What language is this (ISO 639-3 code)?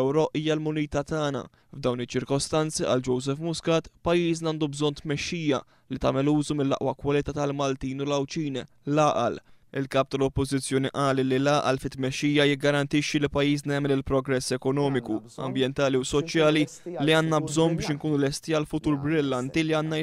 mlt